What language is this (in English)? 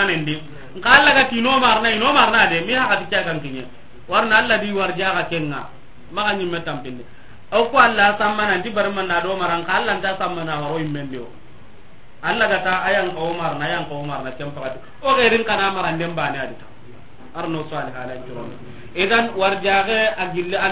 Soninke